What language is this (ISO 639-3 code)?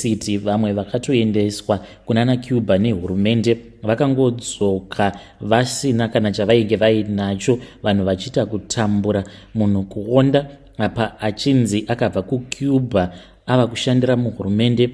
sna